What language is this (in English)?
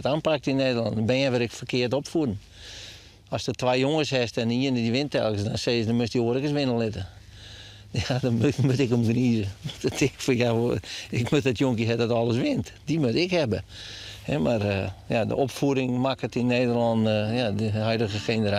Western Frisian